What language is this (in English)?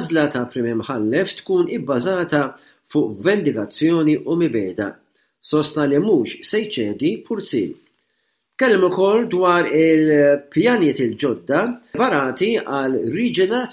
Maltese